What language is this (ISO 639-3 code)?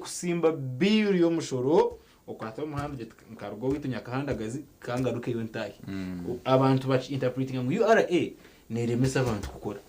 nyn